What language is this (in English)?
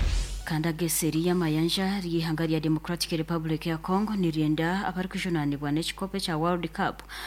Nyankole